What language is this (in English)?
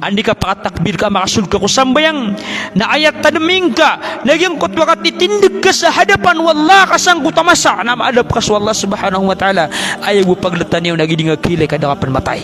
Maranao